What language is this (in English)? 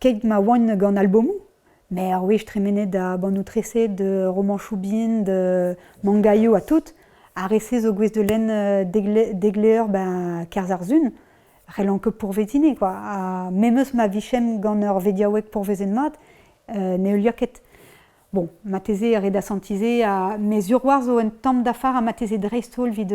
Breton